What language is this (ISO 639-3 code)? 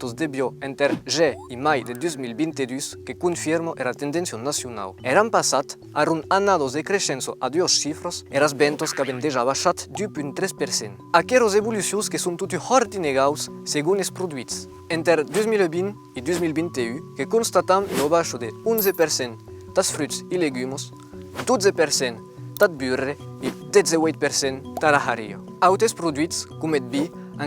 oci